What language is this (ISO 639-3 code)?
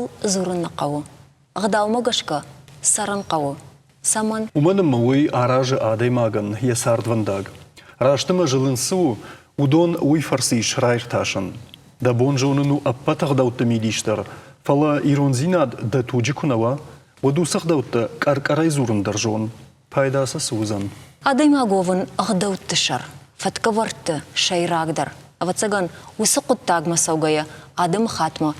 oss